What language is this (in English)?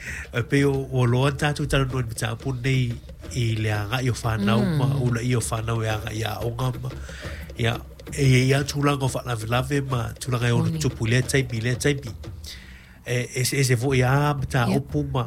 Samoan